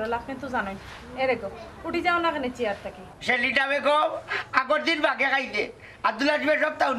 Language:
Sylheti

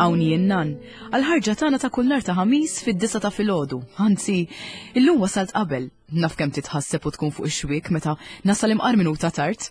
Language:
Maltese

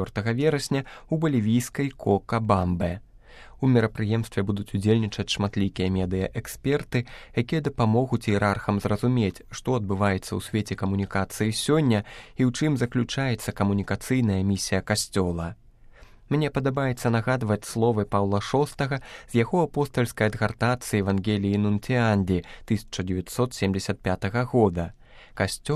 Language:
Belarusian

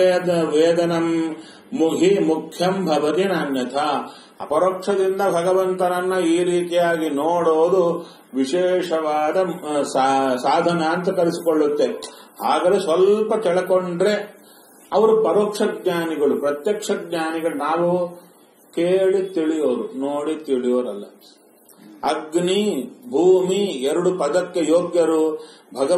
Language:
Kannada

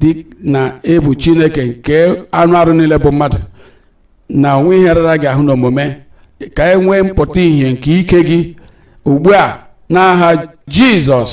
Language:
Igbo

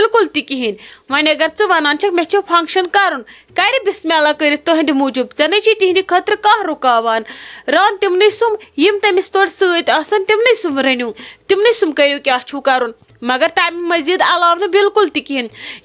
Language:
Kashmiri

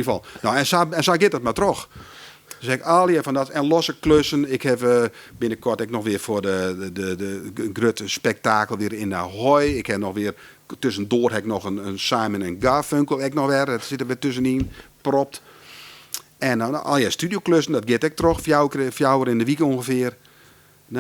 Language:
Western Frisian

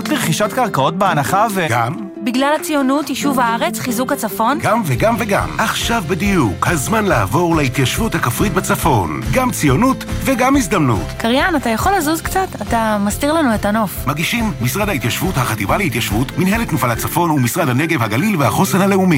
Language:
Hebrew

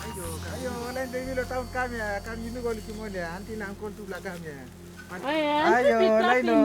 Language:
Tok Pisin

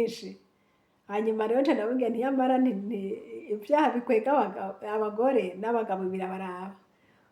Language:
Rundi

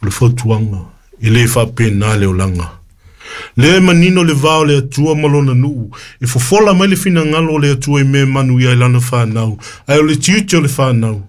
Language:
Samoan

